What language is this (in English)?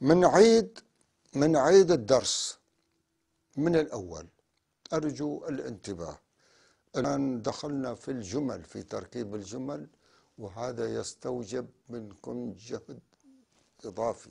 North Levantine Arabic